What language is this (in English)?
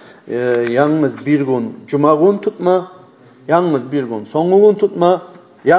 Kumyk